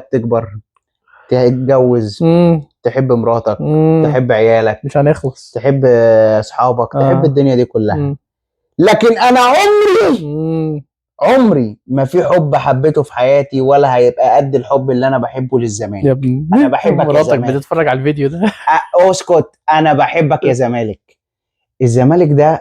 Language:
Egyptian Arabic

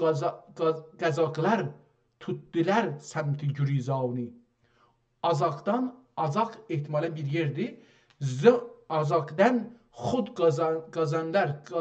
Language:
South Azerbaijani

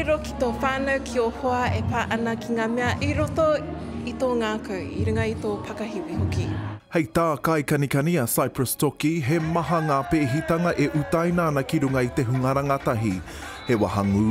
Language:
Māori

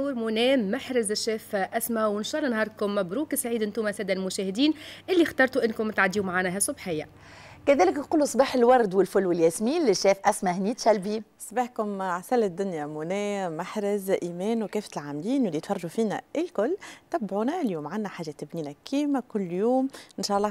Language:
Tunisian Arabic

